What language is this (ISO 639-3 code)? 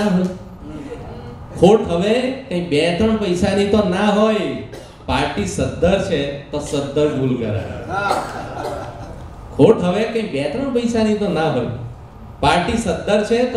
guj